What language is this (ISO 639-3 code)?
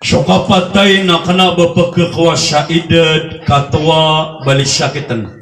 mrw